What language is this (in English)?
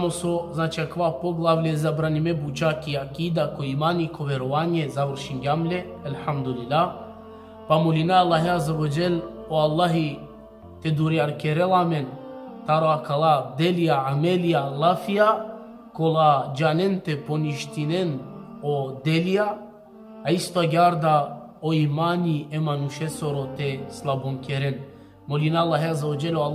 Balkan Romani